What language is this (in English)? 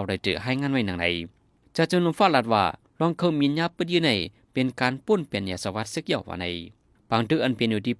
Shan